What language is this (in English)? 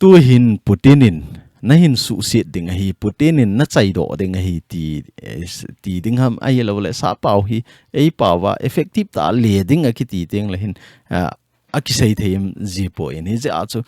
Thado Chin